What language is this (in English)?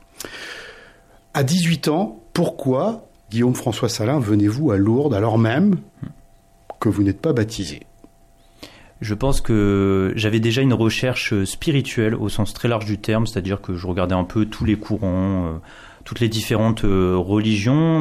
French